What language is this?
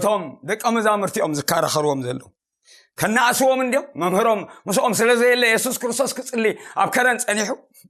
Tigrinya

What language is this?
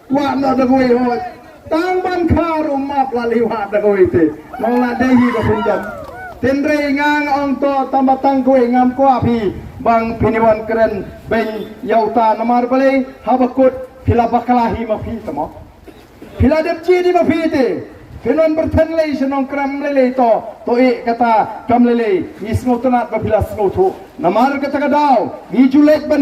Khasi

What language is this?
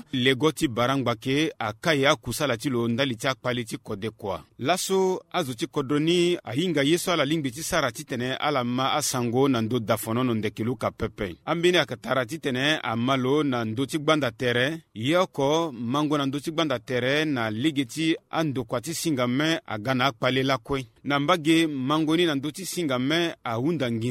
Sango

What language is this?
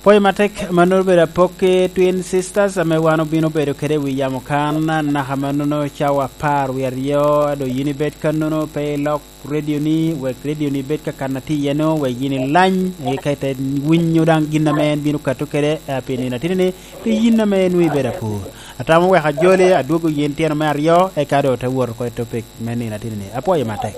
Lango (Uganda)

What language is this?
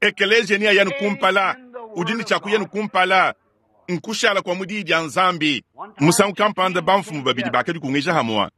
Luba-Lulua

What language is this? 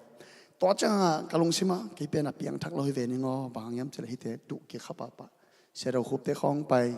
Tedim Chin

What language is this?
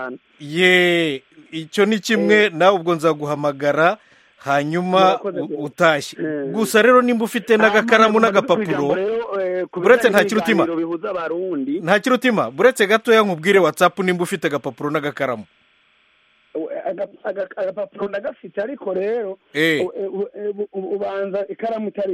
Kinyarwanda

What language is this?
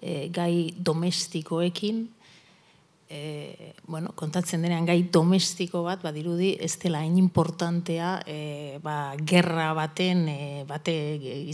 Basque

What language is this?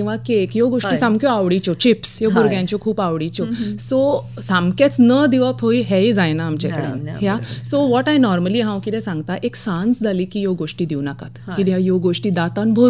Konkani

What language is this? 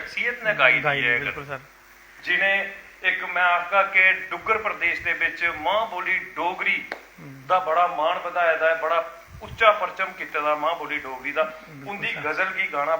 Dogri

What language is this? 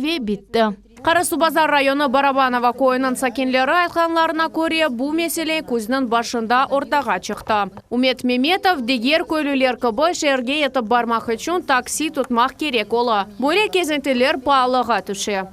Crimean Tatar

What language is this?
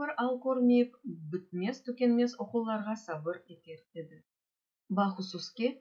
Crimean Tatar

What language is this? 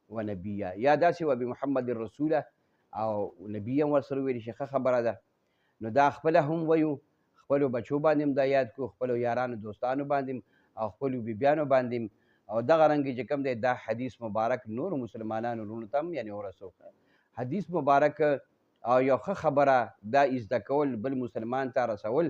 Pashto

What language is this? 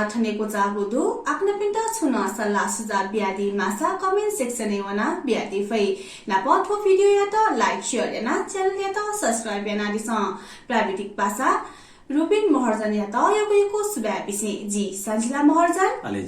Newari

